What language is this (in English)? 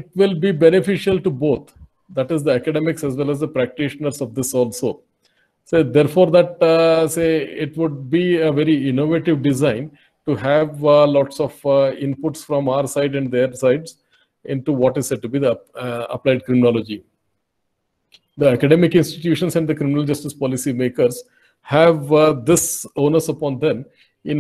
English